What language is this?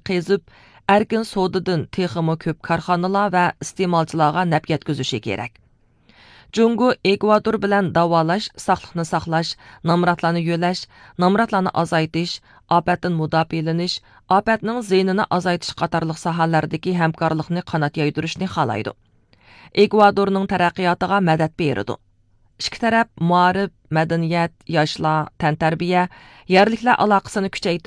Uyghur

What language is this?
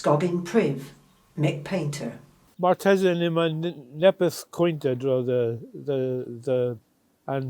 Cornish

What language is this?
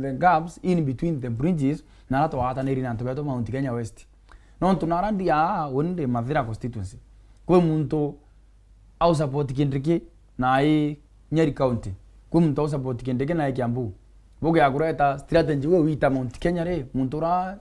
Meru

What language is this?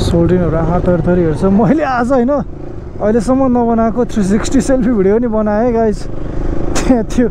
Nepali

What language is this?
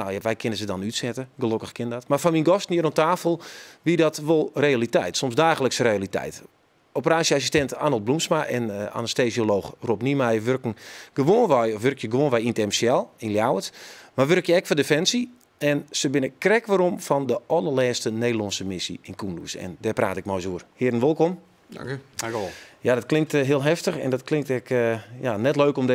Western Frisian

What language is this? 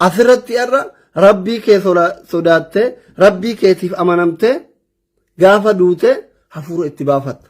Oromo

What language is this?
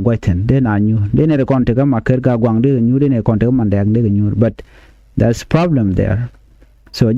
Nuer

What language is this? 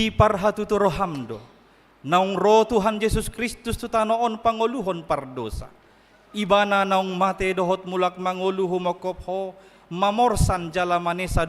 Batak Toba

